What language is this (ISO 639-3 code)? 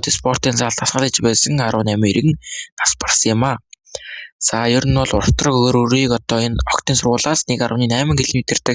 mon